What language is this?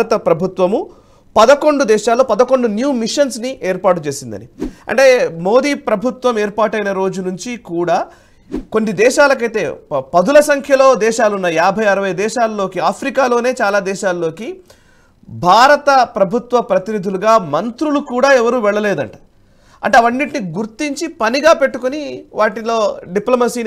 Telugu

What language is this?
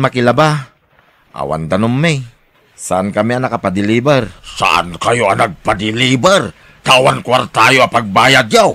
Iloko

